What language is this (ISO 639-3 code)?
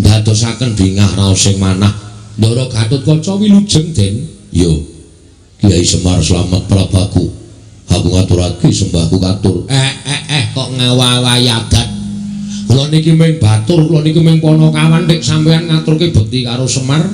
jav